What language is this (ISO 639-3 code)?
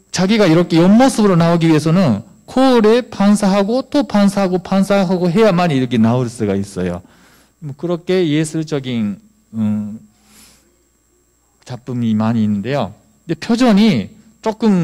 kor